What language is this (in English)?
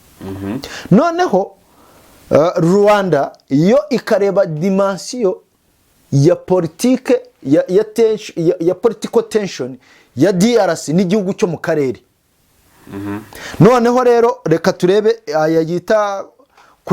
Kinyarwanda